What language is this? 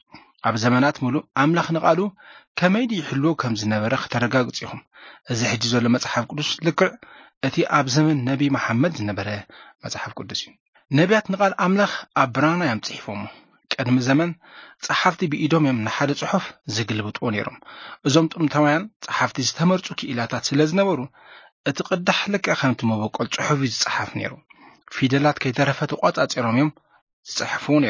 Tigrinya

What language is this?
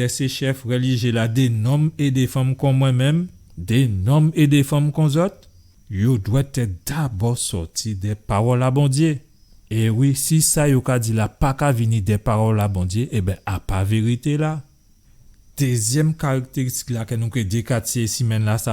Guadeloupean Creole French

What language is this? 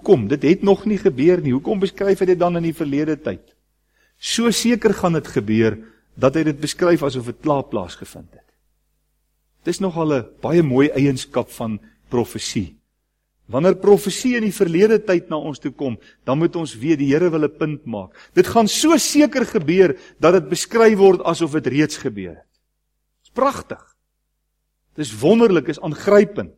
Afrikaans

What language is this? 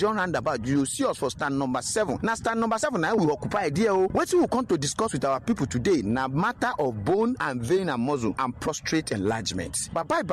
Nigerian Pidgin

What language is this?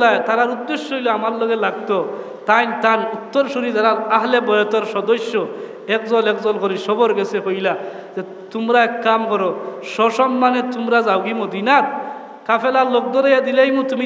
Sylheti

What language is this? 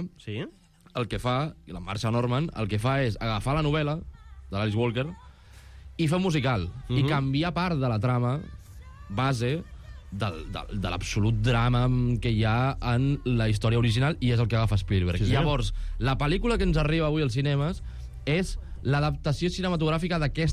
Catalan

